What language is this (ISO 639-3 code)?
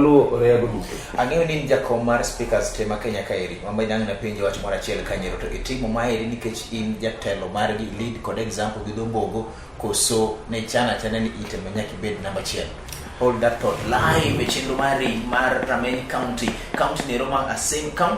luo